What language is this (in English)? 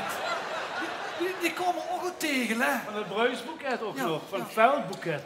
Limburgish